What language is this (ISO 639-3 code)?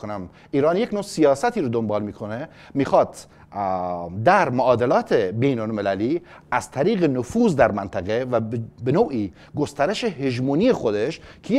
fas